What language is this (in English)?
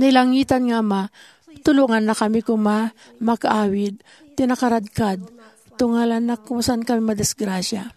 Iloko